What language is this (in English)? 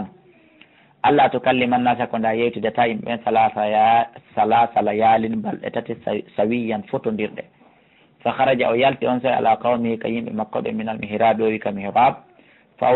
Fula